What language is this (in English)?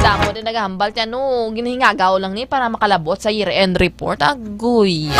Hiligaynon